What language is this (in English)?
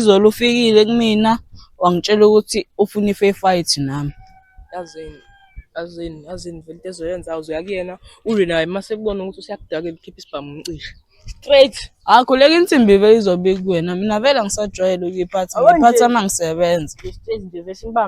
Zulu